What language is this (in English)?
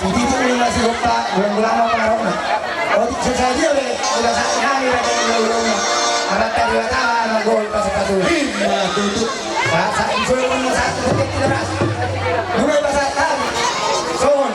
Batak Toba